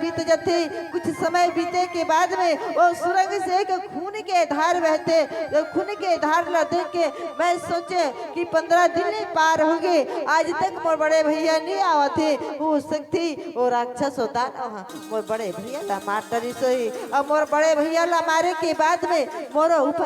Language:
Chhattisgarhi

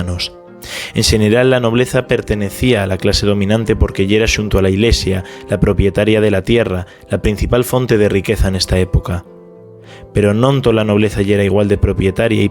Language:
Asturian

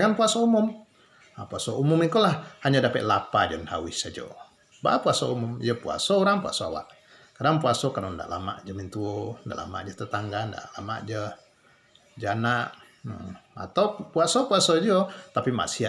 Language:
Minangkabau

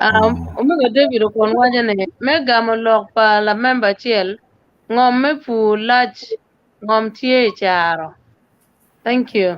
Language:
Acoli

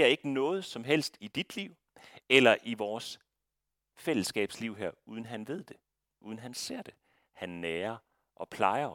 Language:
Danish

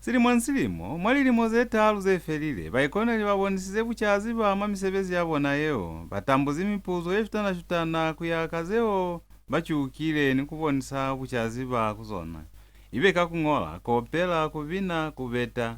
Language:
Lozi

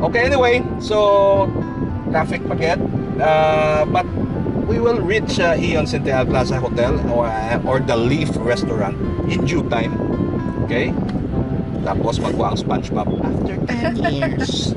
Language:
Hiligaynon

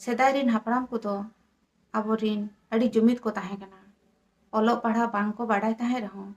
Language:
Santali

